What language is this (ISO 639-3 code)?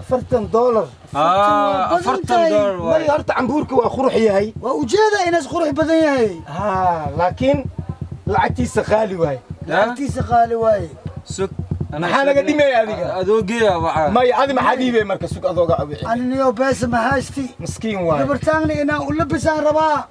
som